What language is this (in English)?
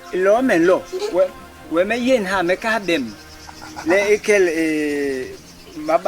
Basaa